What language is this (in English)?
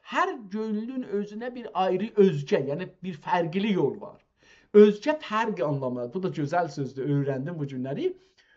South Azerbaijani